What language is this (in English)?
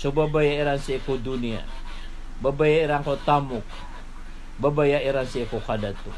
Maranao